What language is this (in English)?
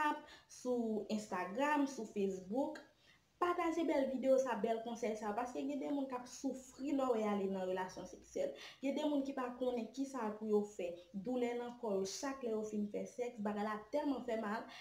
Haitian Creole